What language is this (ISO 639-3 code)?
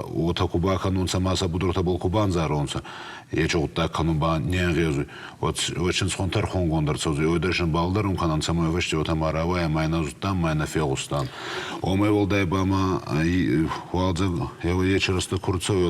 oss